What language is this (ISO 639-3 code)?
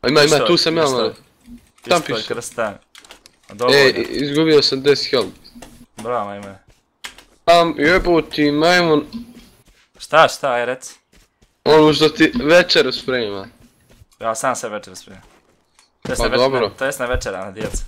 bos